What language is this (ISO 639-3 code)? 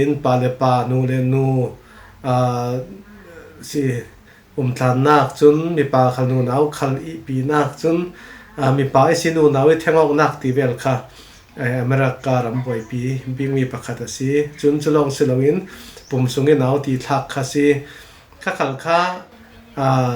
cfm